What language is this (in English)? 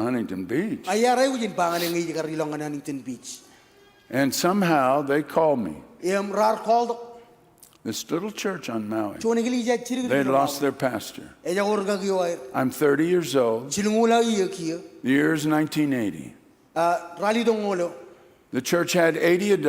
Marshallese